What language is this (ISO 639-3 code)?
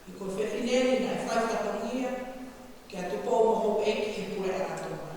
ton